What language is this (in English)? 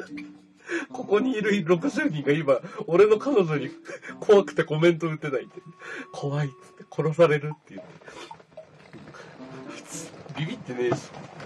Japanese